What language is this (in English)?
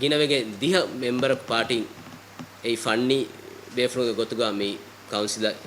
Divehi